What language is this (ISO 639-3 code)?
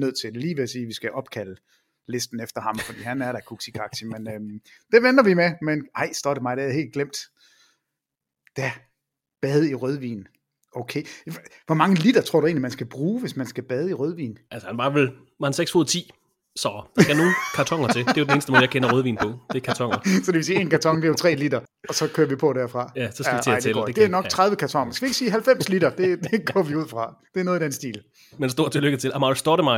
dan